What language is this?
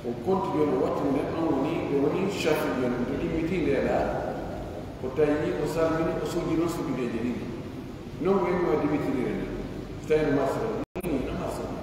Pular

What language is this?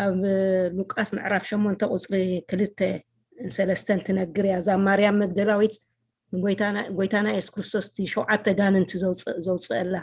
Tigrinya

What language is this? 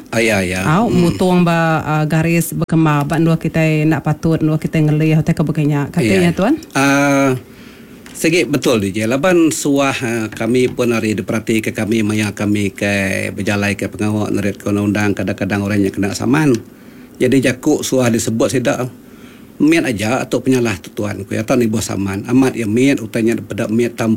Iban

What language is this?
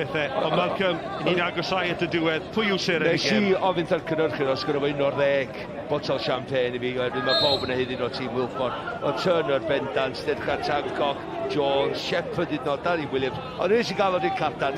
Welsh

